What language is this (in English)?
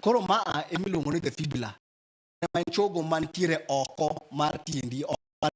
Luo (Kenya and Tanzania)